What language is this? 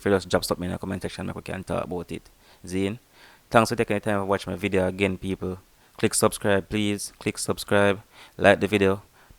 Jamaican Creole English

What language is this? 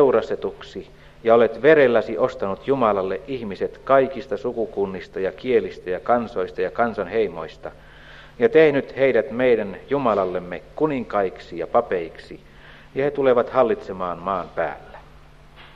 Finnish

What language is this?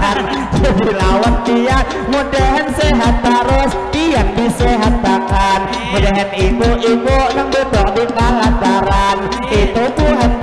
Banjar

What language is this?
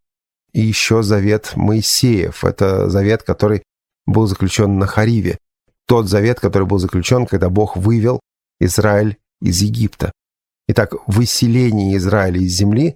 Russian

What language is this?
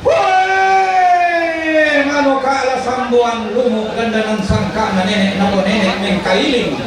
Toraja-Sa'dan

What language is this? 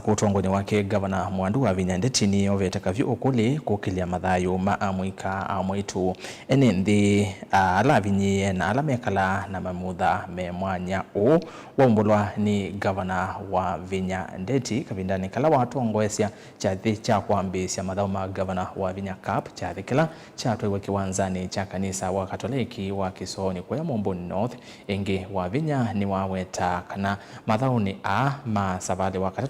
Kamba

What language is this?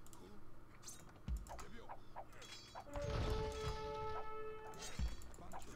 Czech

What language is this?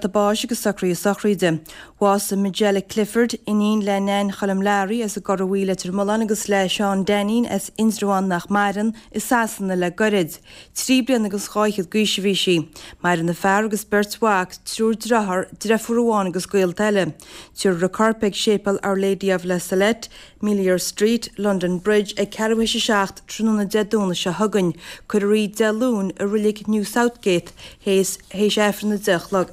Irish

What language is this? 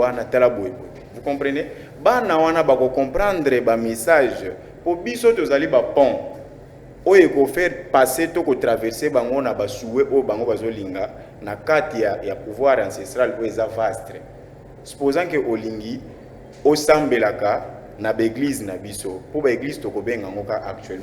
Lingala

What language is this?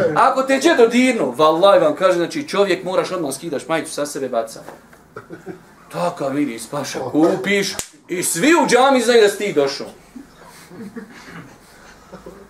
Bosnian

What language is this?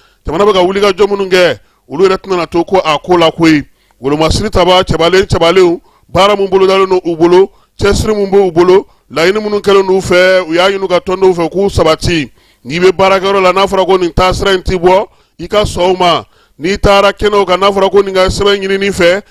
Bambara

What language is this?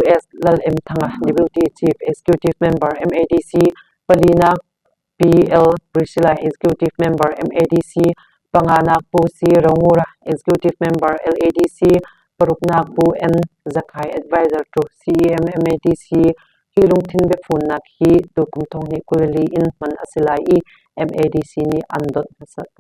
Hakha Chin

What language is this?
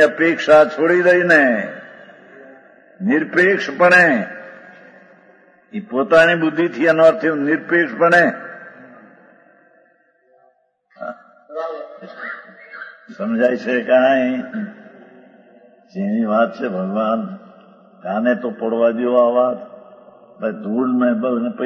Gujarati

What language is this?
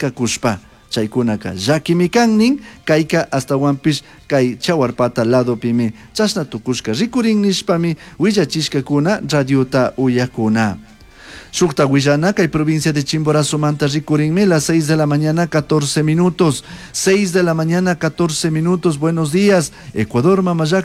Chimborazo Highland Quichua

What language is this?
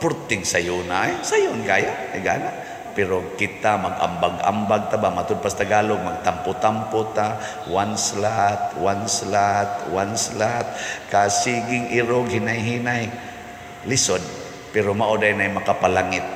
Cebuano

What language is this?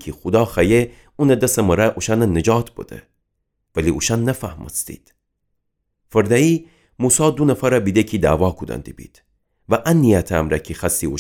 Gilaki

